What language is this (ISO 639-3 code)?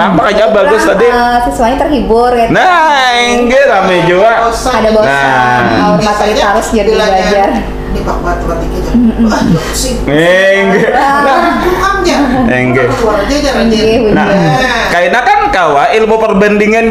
bjn